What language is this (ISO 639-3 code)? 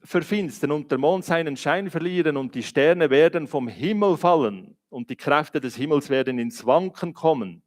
gsw